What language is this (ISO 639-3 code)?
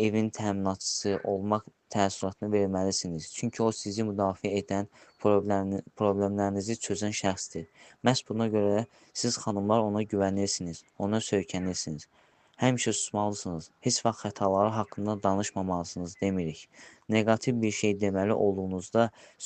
aze